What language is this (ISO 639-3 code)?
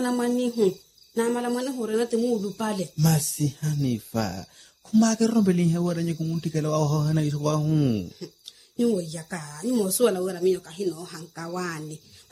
vmw